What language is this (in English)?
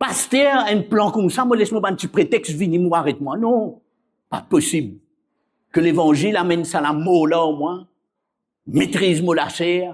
Morisyen